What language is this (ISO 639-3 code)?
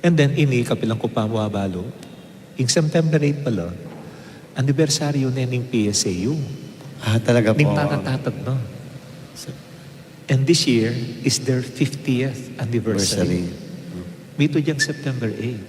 pam